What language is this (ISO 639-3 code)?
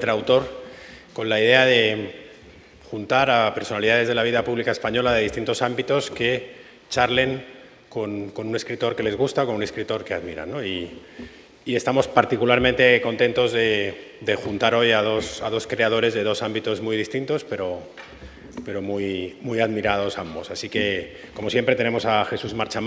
spa